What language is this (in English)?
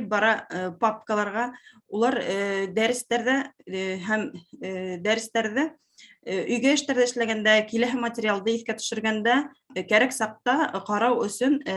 Bashkir